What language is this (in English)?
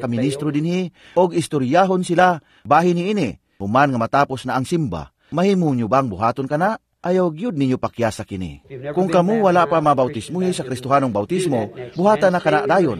Cebuano